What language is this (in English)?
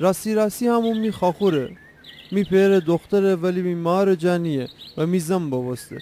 Gilaki